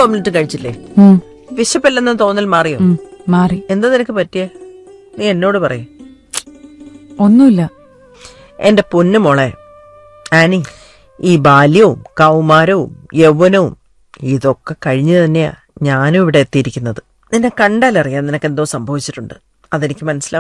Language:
Malayalam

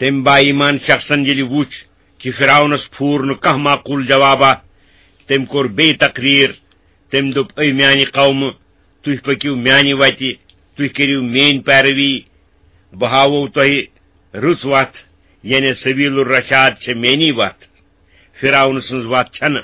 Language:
Kashmiri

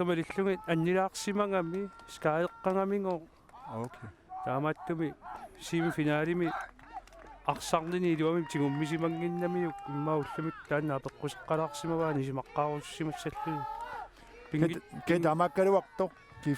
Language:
Kalaallisut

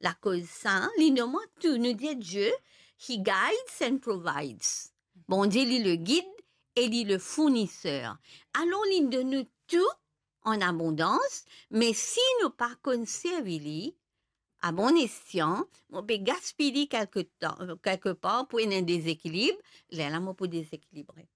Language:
Morisyen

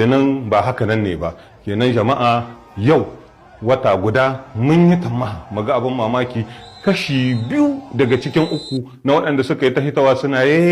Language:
Hausa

